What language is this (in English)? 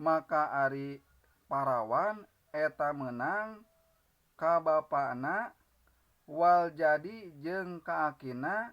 Sundanese